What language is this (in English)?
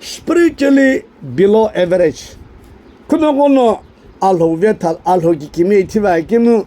Sumi Naga